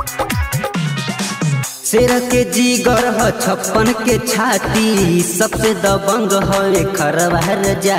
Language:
Bhojpuri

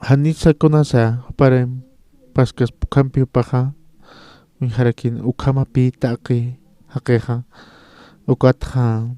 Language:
Aymara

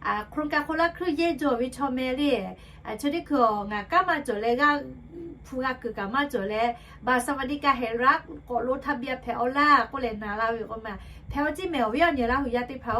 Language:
Lahu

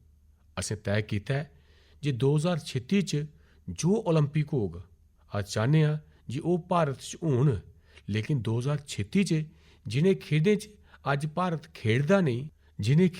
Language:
Dogri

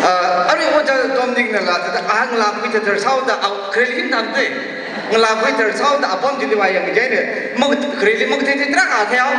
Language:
Tangkhul Naga (India)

